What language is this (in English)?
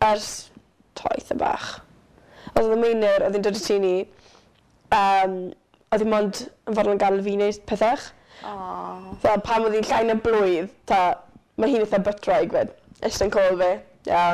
Welsh